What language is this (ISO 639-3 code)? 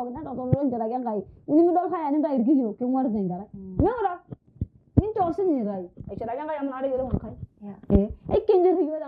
mas